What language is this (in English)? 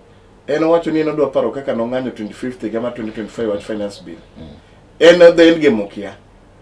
Luo (Kenya and Tanzania)